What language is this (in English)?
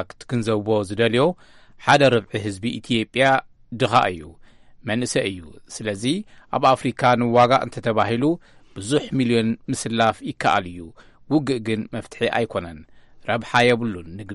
Tigrinya